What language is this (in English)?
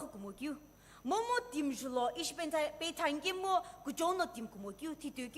Sumi Naga